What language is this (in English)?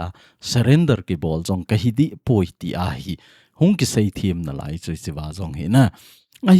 Thado Chin